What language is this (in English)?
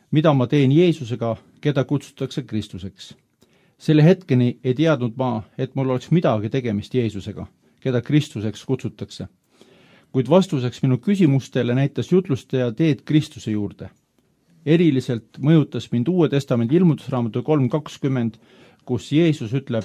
Estonian